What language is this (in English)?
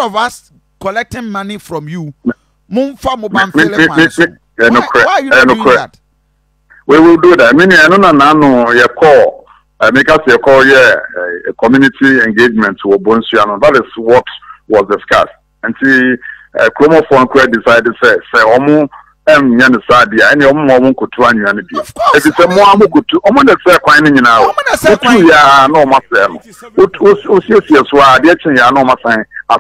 Akan